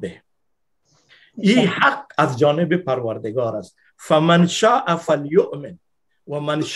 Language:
Persian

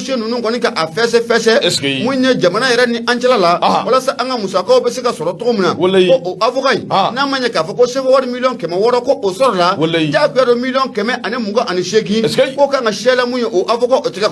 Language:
Bambara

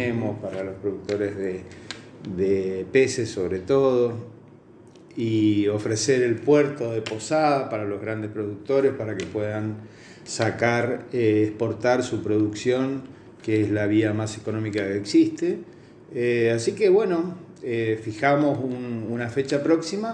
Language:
Spanish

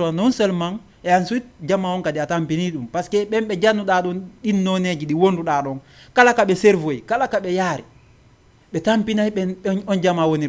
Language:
Fula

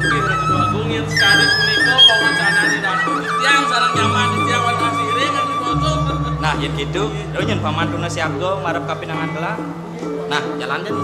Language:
Balinese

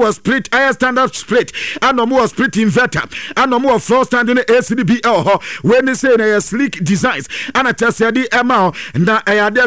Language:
Akan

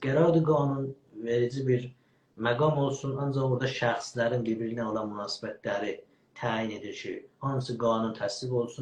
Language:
South Azerbaijani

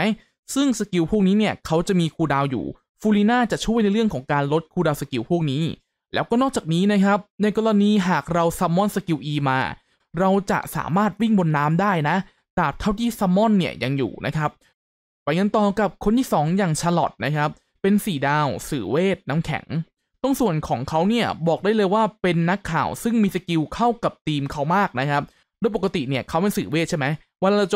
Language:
Thai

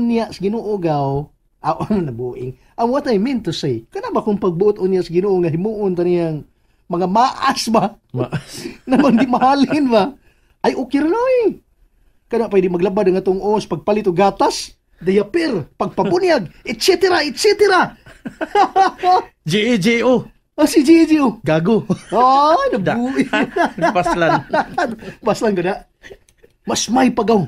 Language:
Cebuano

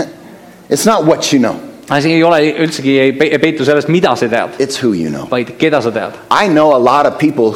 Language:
Estonian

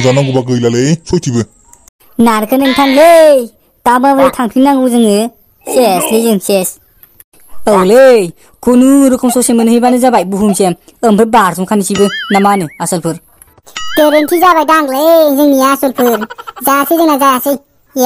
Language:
Bodo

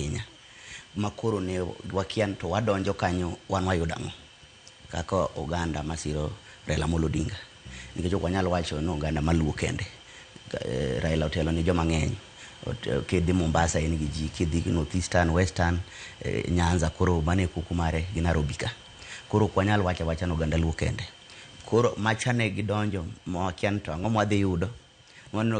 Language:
Luo (Kenya and Tanzania)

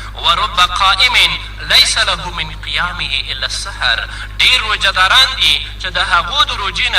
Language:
Pashto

